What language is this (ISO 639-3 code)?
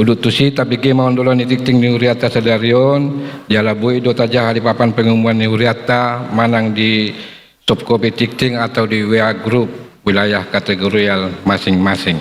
bbc